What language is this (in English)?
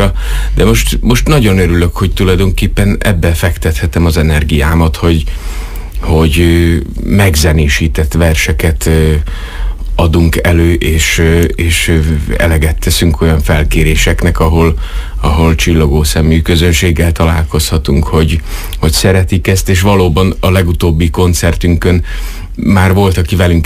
Hungarian